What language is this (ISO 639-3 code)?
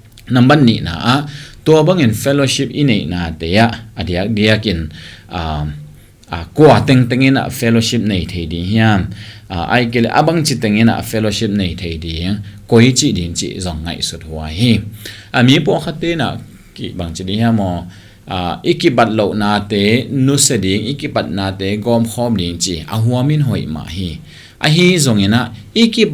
ctd